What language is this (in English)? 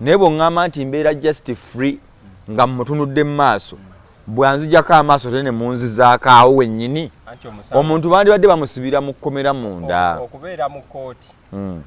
Ganda